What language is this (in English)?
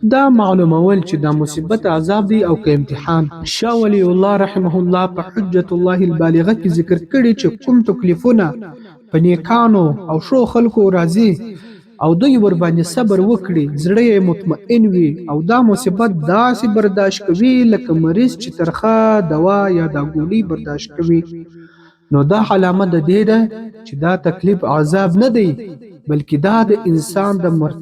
Pashto